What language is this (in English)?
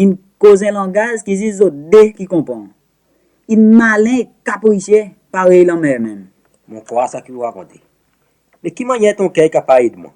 Seselwa Creole French